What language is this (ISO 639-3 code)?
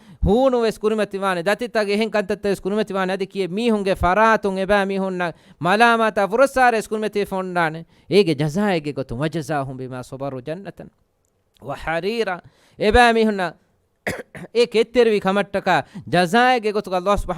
div